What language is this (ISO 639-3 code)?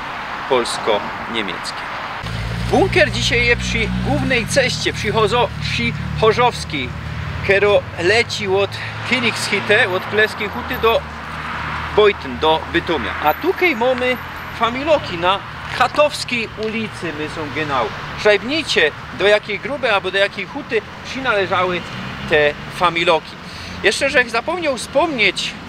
szl